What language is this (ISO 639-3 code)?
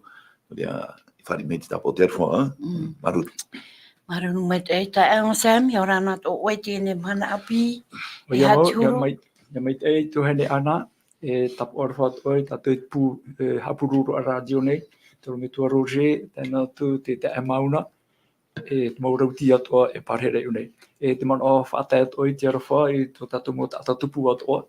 tah